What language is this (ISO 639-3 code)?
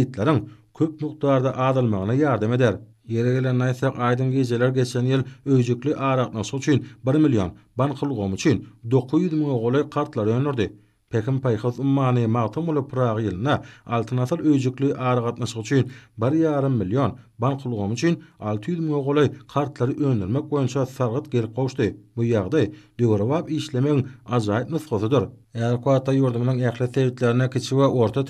tuk